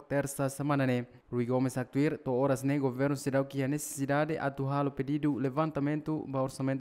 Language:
Tetum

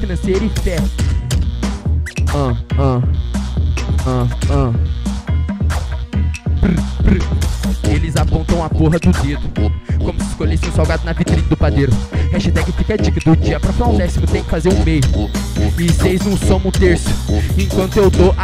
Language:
Portuguese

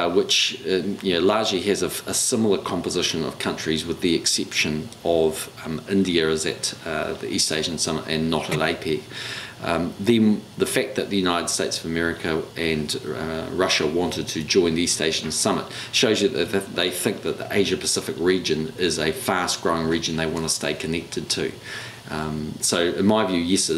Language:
English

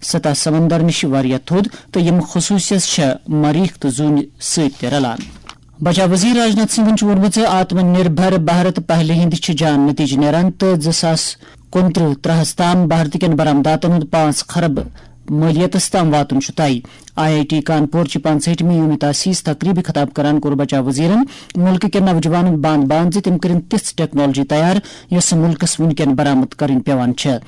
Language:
Kashmiri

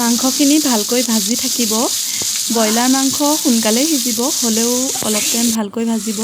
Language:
Assamese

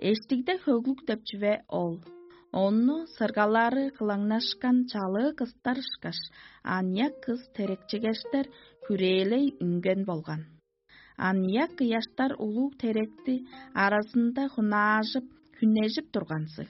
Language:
Tuvinian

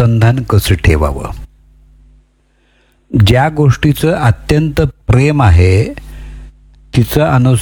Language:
Marathi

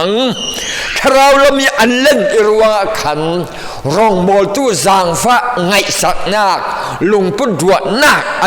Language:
Falam Chin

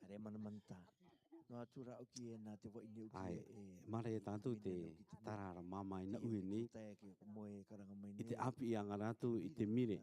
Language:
Rarotongan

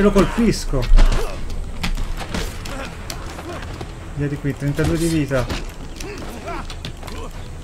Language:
Italian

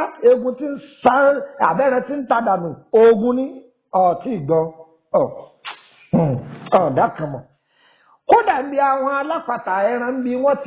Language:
Yoruba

